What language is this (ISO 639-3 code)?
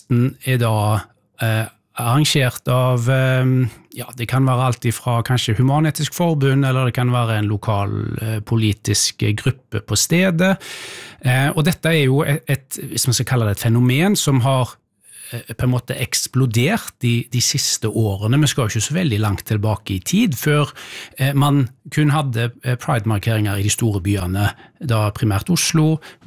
nor